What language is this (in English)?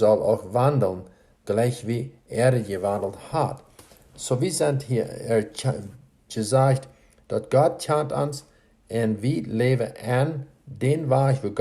Plautdietsch